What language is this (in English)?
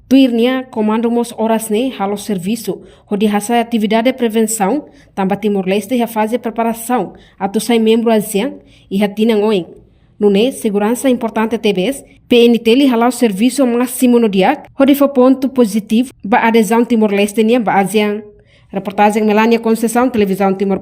Tetum